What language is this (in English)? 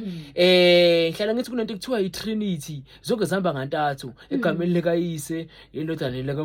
Zulu